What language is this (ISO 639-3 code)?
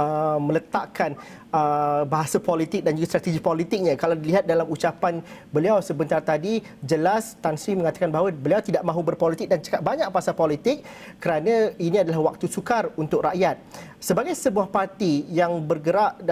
msa